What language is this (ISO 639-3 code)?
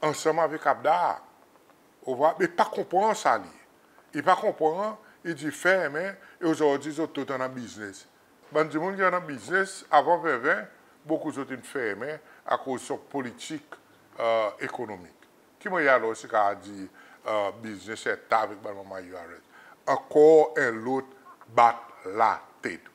crs